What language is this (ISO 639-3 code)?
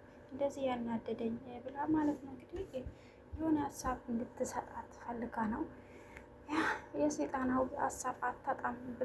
amh